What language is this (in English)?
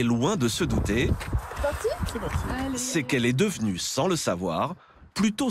French